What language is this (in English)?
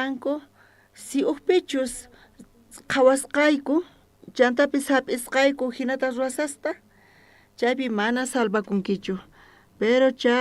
South Bolivian Quechua